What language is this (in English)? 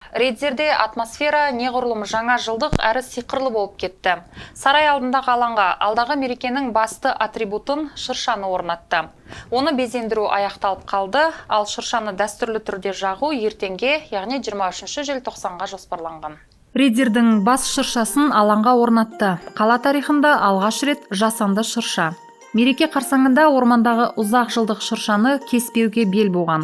Kazakh